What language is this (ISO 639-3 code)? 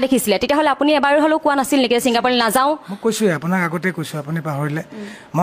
asm